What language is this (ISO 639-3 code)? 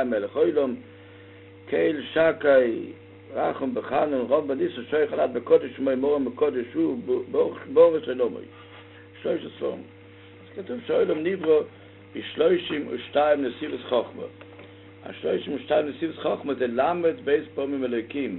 heb